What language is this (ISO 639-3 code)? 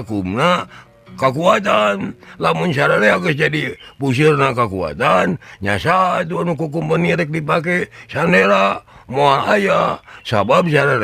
sun